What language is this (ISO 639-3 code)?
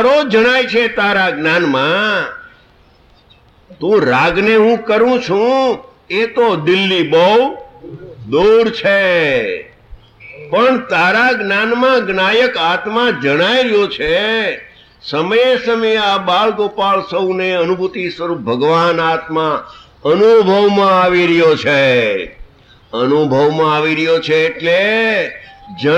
guj